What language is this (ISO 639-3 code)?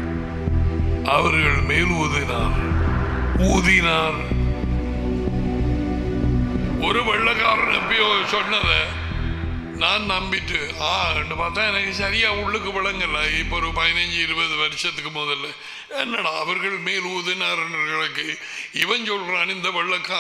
tam